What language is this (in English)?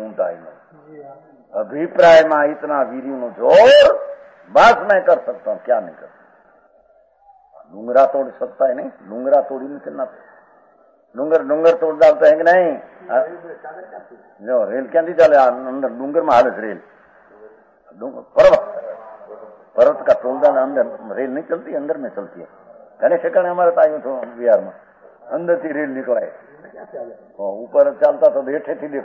Gujarati